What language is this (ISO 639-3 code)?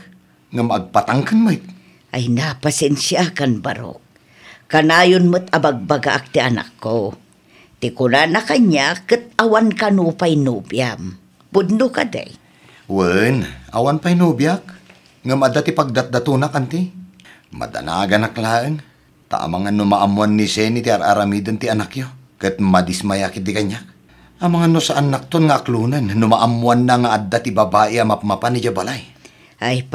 ilo